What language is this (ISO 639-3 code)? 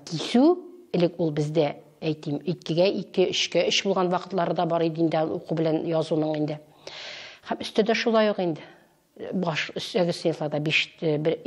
tat